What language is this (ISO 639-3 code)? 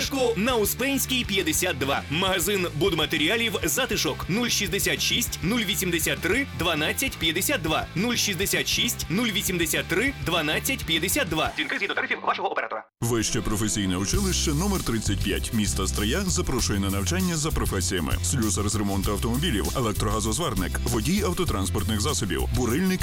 ukr